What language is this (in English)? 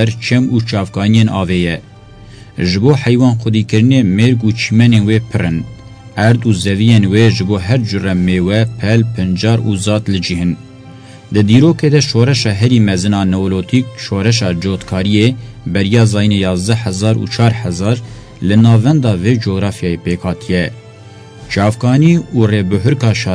Kurdish